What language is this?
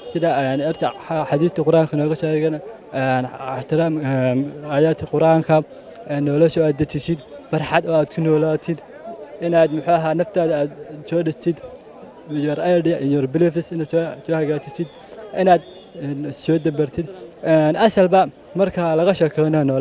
Somali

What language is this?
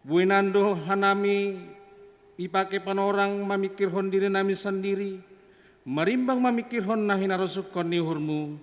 Batak Simalungun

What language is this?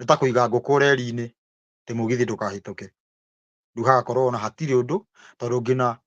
Kikuyu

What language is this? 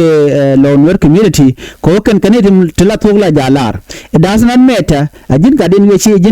Nuer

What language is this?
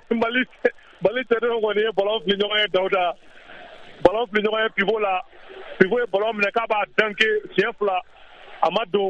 Bambara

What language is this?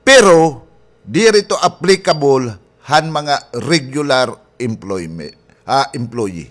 Waray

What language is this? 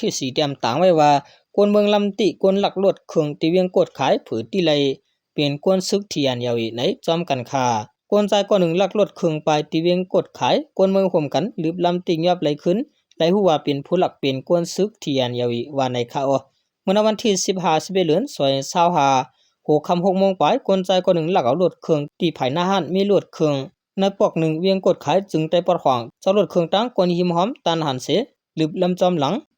Shan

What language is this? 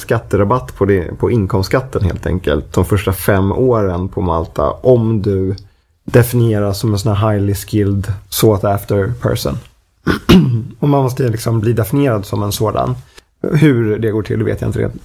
Swedish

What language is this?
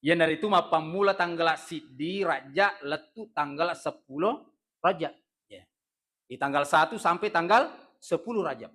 Buginese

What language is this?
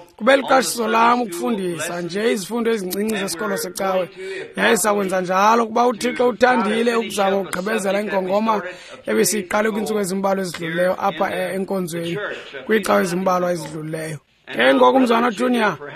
Xhosa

